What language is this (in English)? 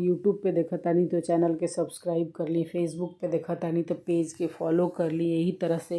Bhojpuri